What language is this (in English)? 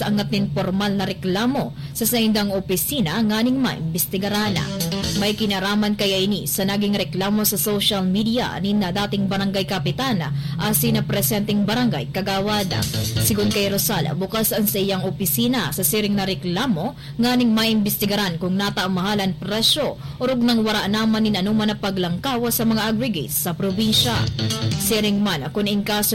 Bikol